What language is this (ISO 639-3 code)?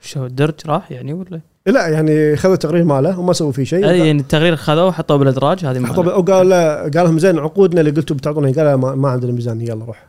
afb